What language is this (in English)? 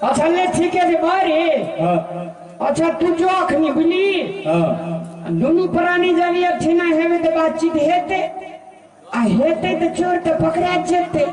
Maithili